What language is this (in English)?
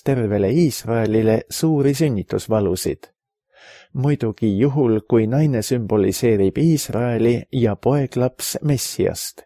Estonian